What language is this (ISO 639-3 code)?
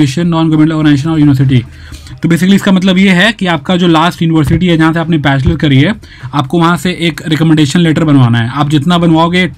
hin